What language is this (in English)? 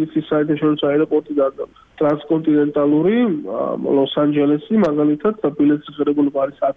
Georgian